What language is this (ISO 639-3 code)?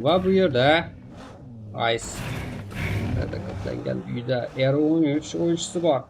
kaa